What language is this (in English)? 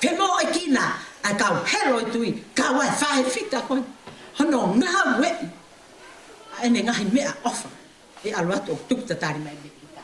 Tongan